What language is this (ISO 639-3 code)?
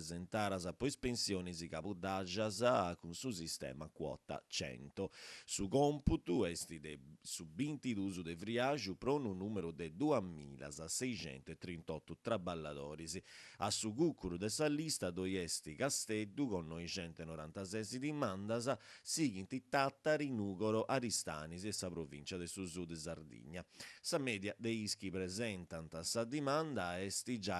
srd